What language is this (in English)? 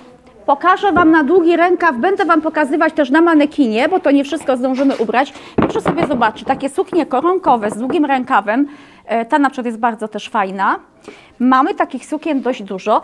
Polish